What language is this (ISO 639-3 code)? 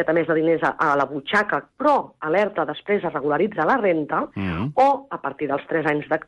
cat